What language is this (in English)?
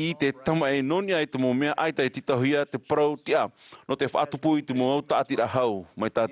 Tahitian